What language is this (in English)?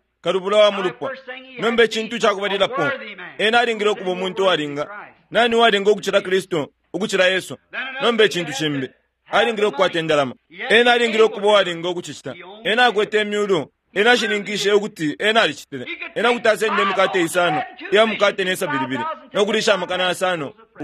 Bemba